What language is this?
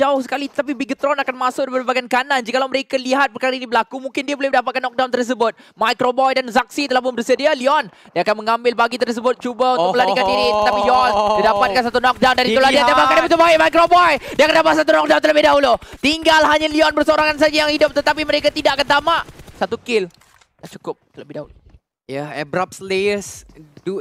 Malay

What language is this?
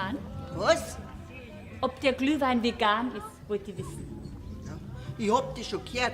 Bavarian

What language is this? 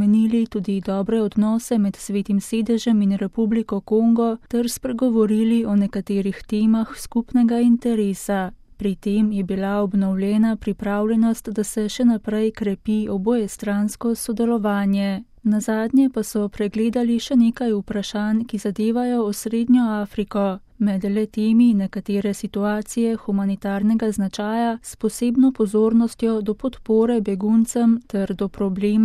Slovenian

